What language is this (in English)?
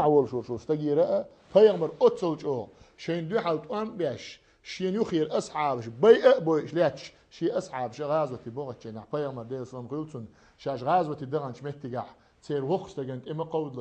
Chechen